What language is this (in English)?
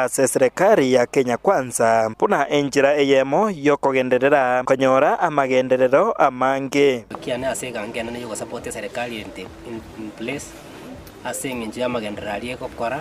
Gusii